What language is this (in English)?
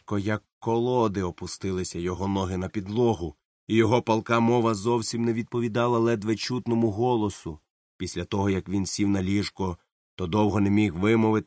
Ukrainian